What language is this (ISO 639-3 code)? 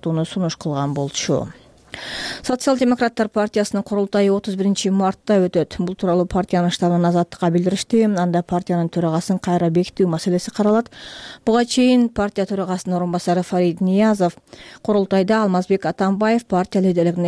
kir